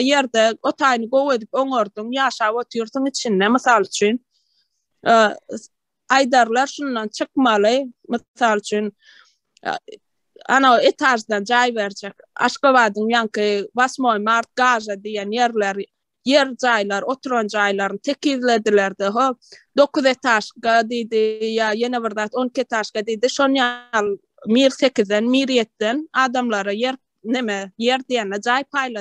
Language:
Turkmen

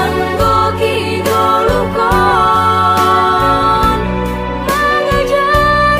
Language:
Batak Simalungun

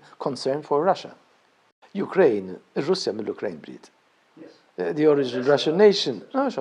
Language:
Maltese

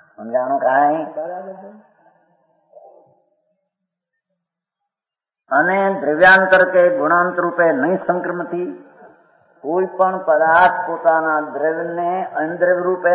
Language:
Gujarati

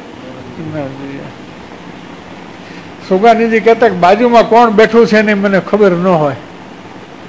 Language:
Gujarati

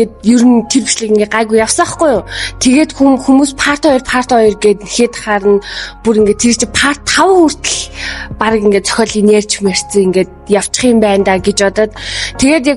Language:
Mongolian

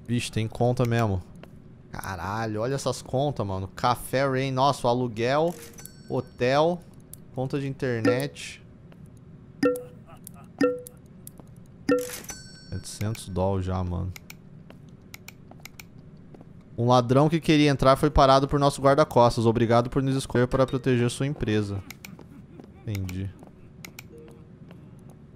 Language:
Portuguese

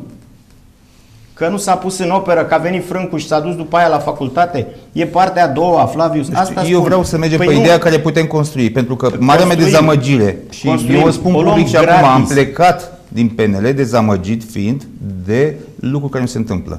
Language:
Romanian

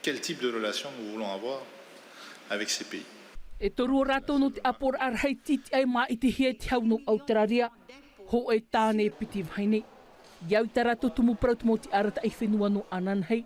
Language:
Tahitian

